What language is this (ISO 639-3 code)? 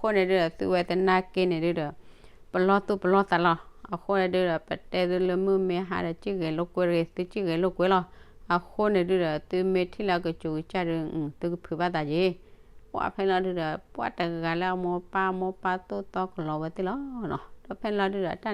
ksw